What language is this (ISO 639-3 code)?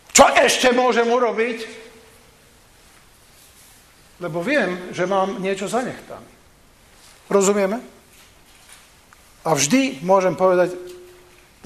slk